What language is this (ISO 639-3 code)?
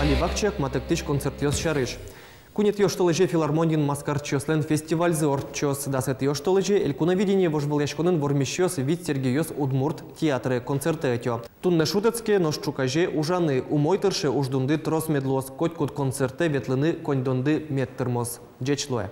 udm